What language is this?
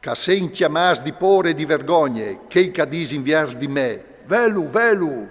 Friulian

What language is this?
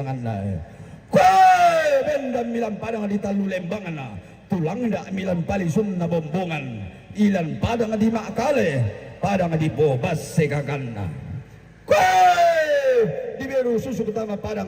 Toraja-Sa'dan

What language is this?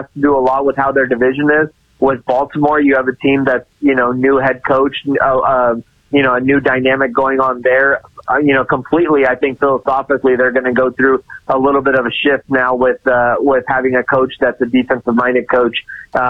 English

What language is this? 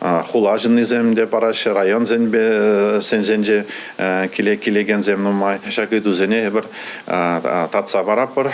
Chuvash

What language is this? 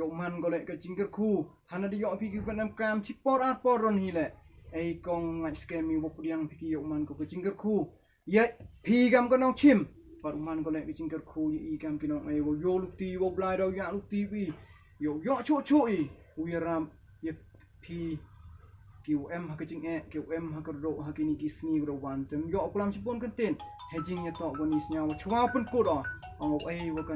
Pnar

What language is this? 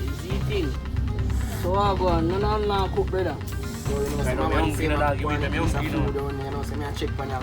Jamaican Creole English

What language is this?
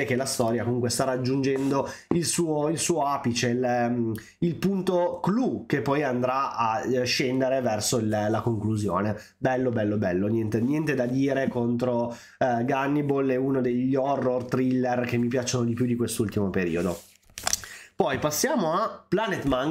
Italian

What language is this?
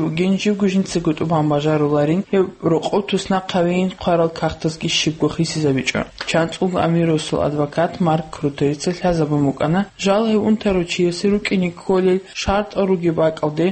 Avaric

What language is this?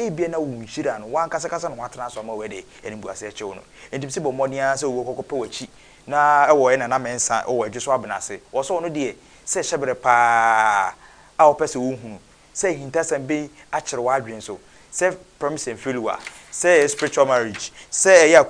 Akan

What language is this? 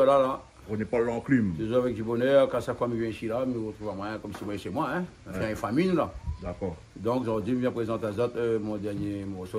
Réunion Creole French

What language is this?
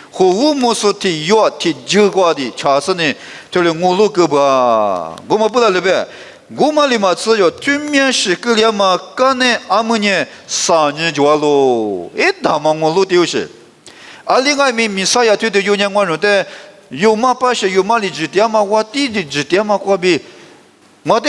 Lisu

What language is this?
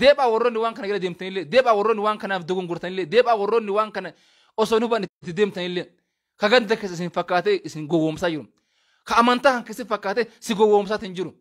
Oromo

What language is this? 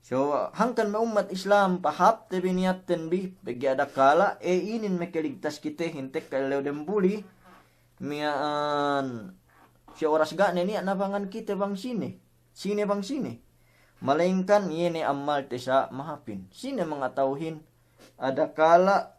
Yakan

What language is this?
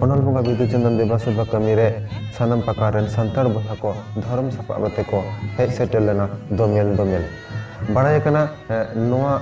Santali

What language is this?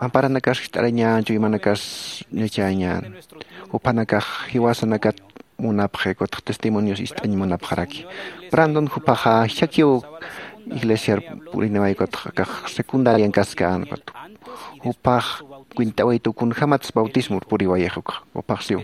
Aymara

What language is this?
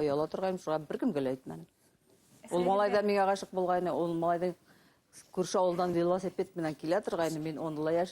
Bashkir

